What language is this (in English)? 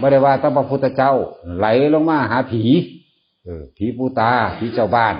Northeastern Thai